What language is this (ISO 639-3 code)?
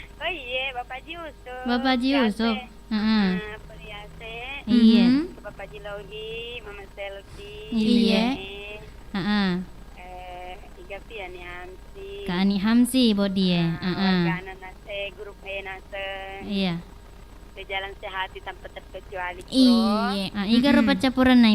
bug